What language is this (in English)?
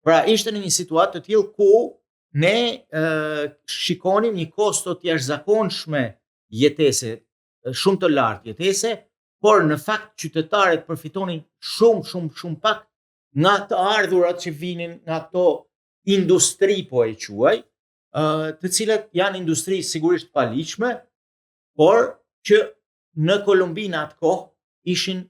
Albanian